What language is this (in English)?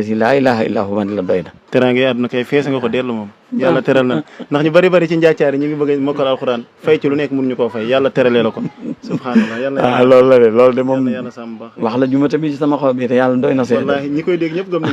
Wolof